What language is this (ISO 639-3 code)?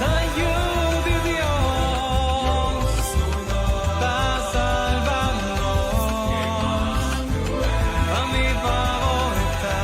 pap